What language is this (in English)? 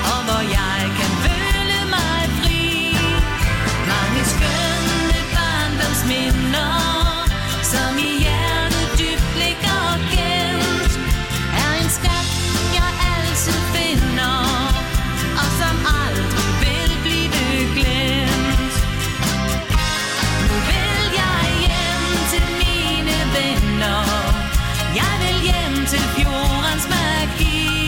Danish